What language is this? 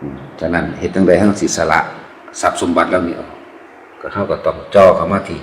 Lao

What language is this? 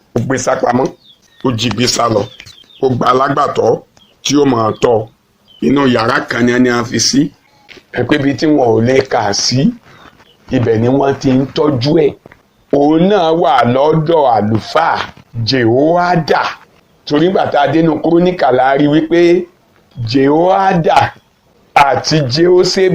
Yoruba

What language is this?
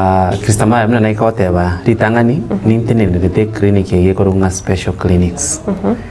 Gusii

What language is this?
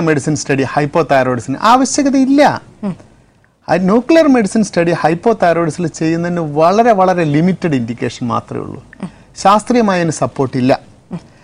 Malayalam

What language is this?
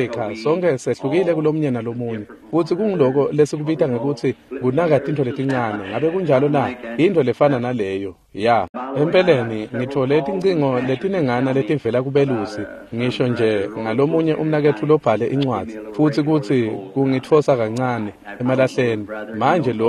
Swati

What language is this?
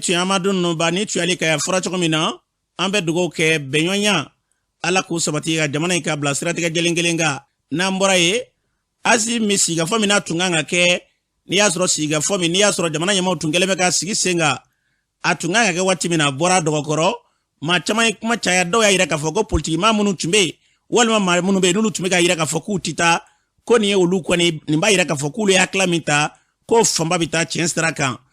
Bambara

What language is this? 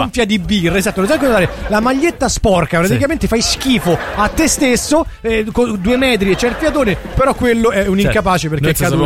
Italian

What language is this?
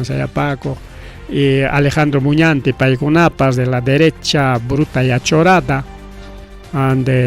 Ayacucho Quechua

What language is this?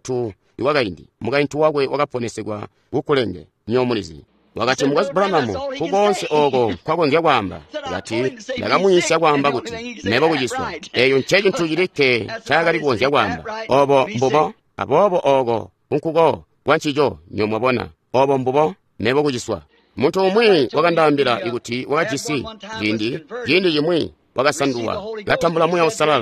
Tonga (Zambia)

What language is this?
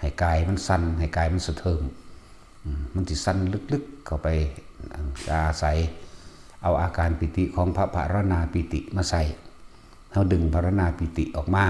Lao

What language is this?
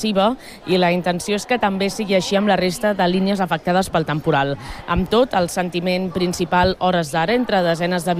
Catalan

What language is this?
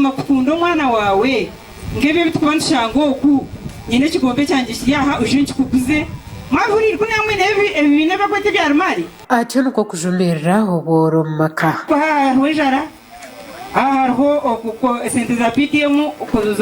Nyankole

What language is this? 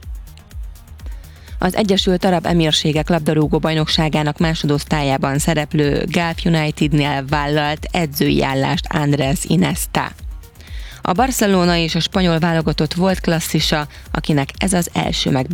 Hungarian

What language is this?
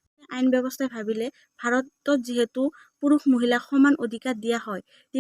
Assamese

